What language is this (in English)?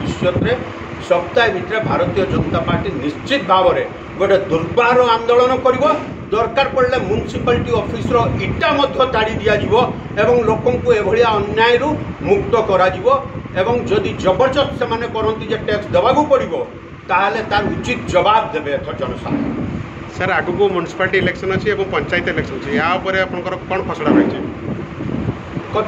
Odia